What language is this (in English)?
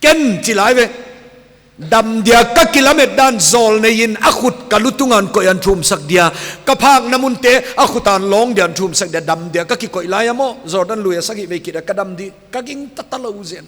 Paite Chin